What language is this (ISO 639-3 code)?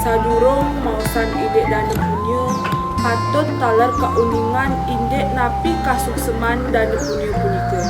ban